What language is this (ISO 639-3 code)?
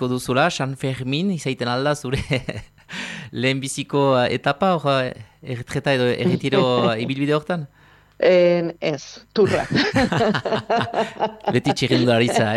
eus